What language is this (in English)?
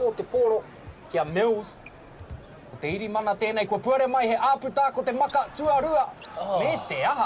Māori